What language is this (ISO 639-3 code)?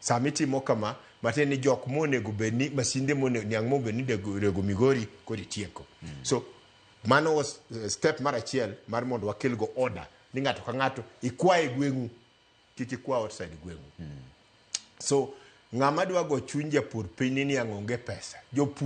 luo